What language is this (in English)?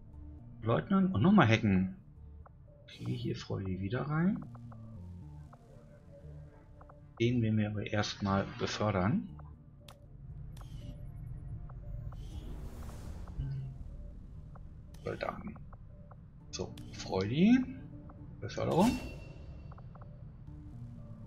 German